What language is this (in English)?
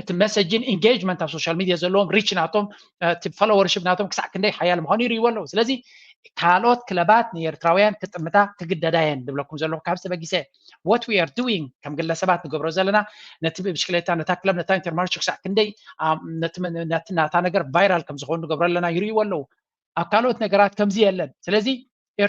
Tigrinya